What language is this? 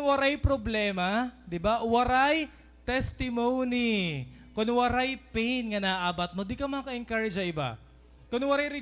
Waray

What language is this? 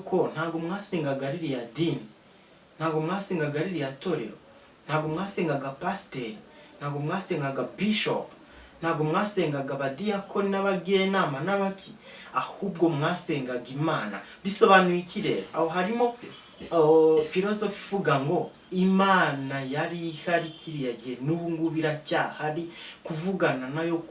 Kinyarwanda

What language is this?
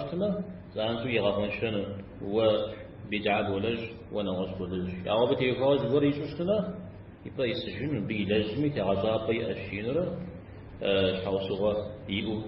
Kabardian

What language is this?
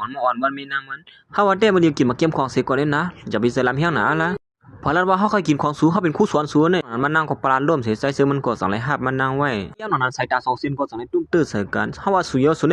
Shan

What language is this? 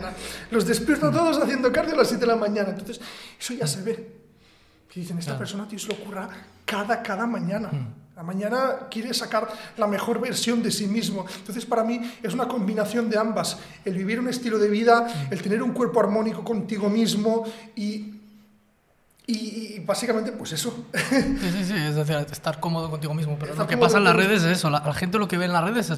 Spanish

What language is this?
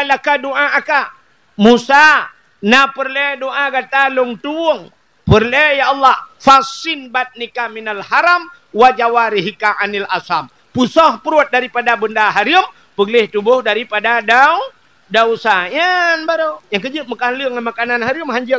Achinese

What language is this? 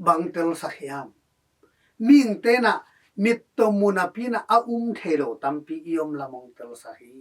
Tedim Chin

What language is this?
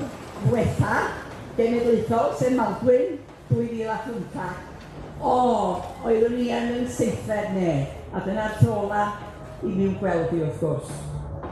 Welsh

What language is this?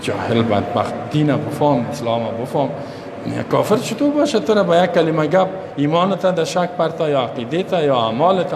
Persian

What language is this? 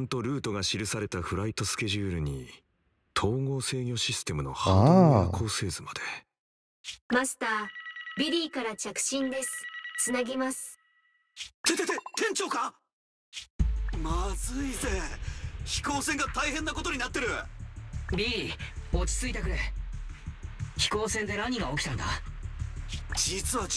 Japanese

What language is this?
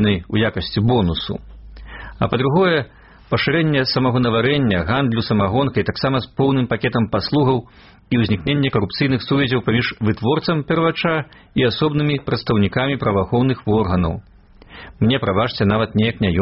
Belarusian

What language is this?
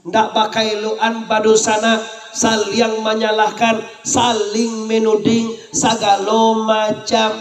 Minangkabau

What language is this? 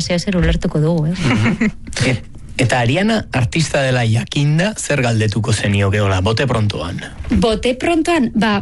Basque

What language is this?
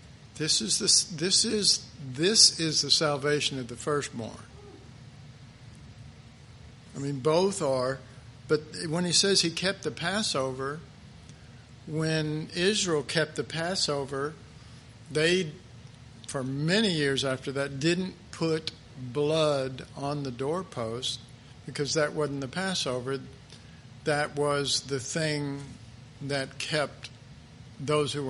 English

